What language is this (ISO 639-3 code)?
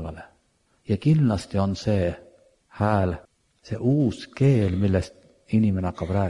est